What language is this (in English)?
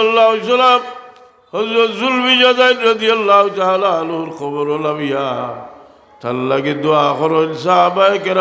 Sylheti